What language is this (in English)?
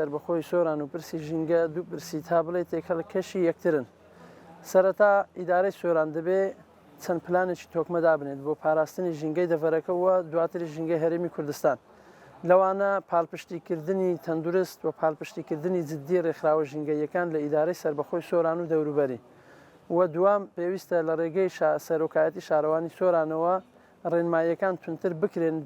Central Kurdish